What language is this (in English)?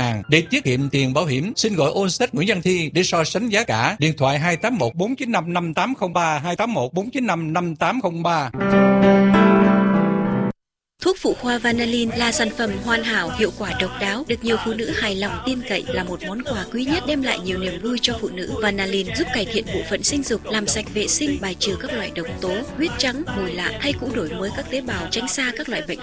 Vietnamese